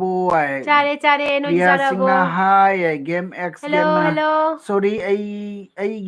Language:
Manipuri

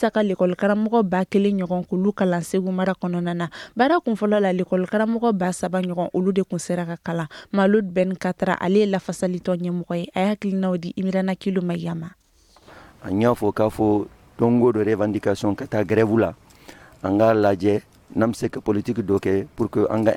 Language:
Bambara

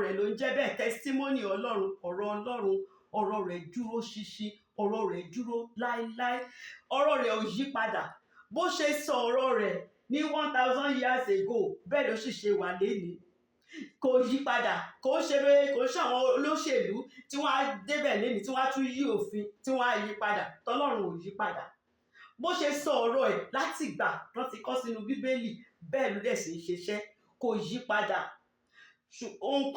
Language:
Yoruba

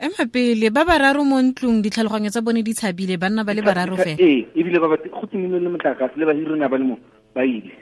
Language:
Tswana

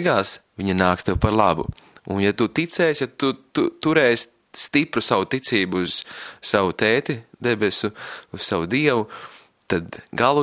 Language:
Latvian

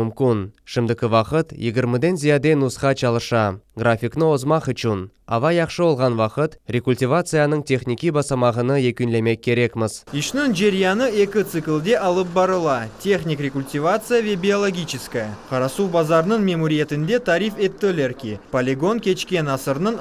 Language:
Crimean Tatar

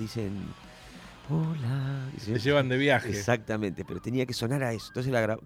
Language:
Spanish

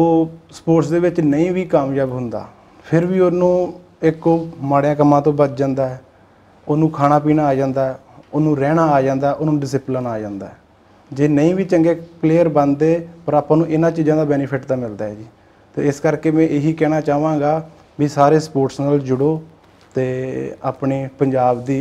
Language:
Punjabi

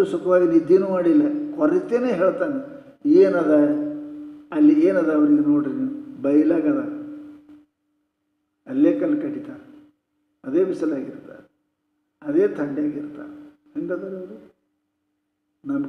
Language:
Kannada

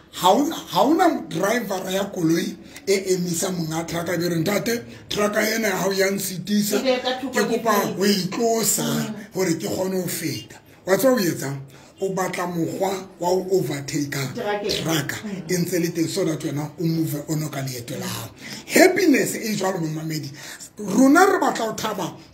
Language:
Tswana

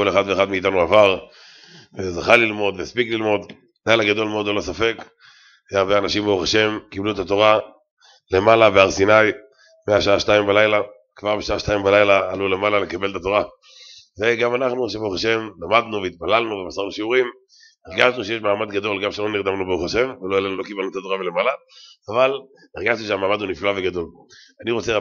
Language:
Hebrew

